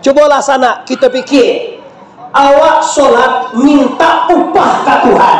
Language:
Minangkabau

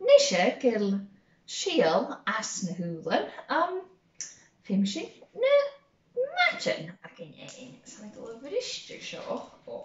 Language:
Scottish Gaelic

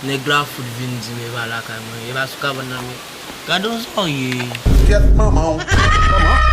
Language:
Haitian Creole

